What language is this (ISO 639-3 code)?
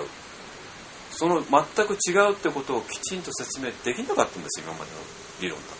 jpn